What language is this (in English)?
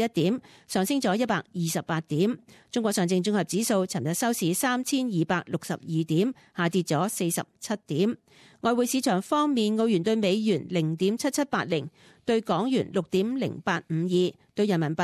Cantonese